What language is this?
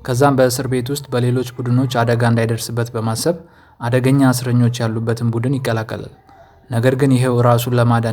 Amharic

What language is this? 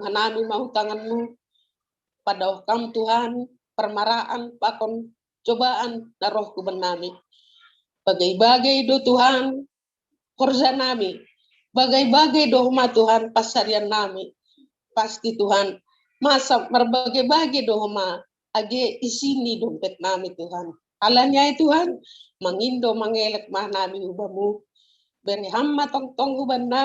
Batak Simalungun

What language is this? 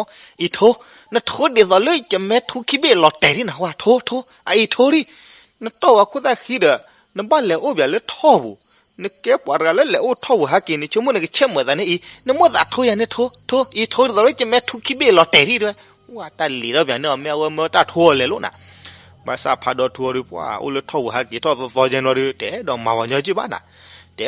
S'gaw Karen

